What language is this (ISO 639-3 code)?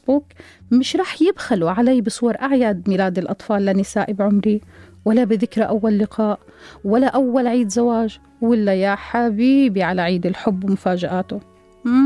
apc